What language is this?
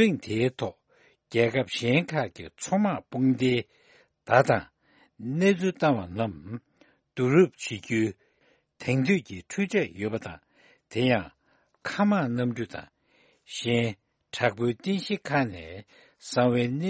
Tibetan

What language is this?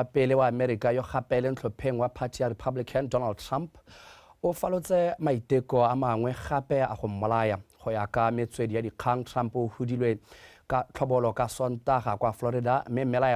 Tswana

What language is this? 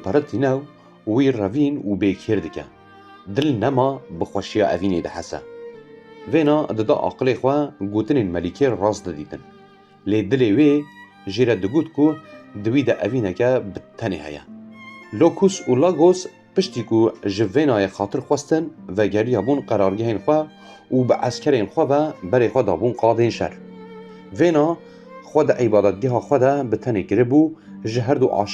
Kurdish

